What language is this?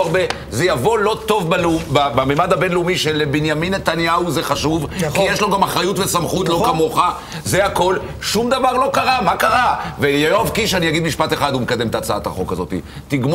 Hebrew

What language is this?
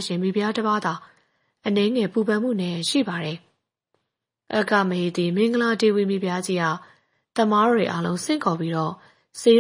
Burmese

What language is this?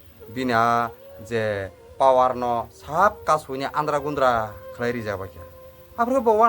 Kok Borok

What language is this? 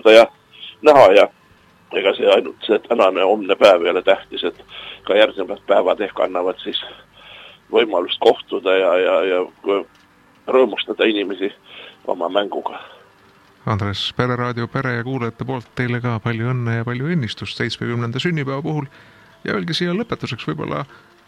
Estonian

